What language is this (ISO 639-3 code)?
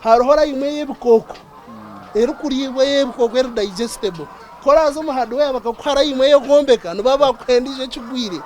nyn